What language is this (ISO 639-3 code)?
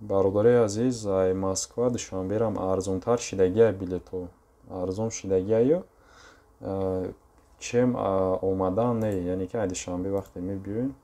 tgk